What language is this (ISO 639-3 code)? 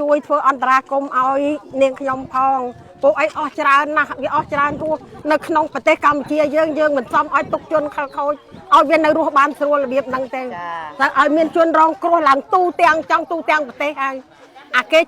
khm